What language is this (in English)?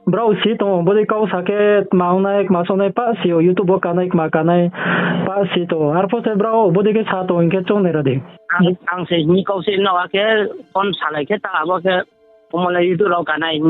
Riang (India)